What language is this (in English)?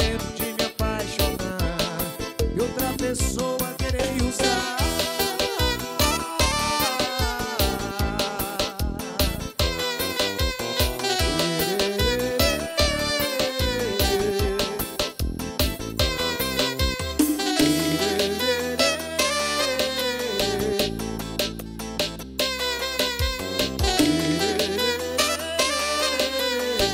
Portuguese